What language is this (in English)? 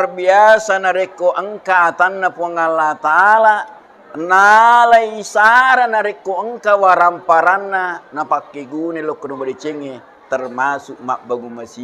Buginese